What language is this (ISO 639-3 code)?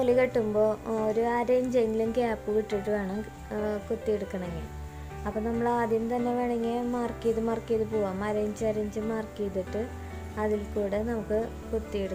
mal